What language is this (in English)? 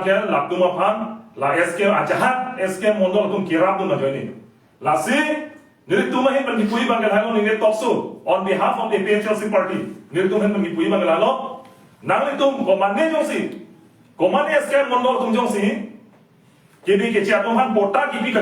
Karbi